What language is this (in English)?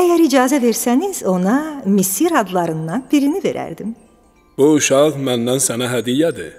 Azerbaijani